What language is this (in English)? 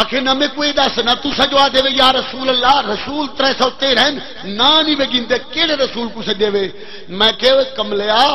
Saraiki